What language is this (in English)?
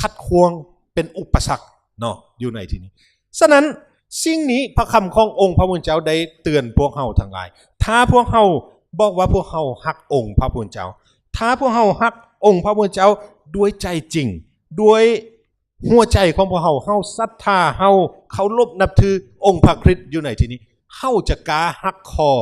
Lao